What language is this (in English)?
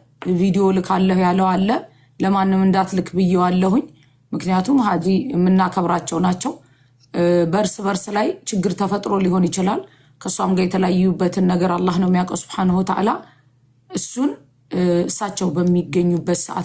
Amharic